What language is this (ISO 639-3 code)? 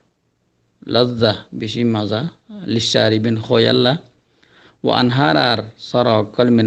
rhg